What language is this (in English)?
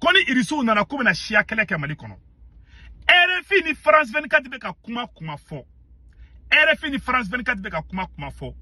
Bambara